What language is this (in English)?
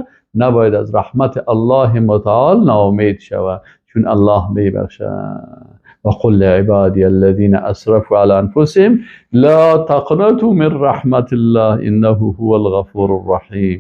Persian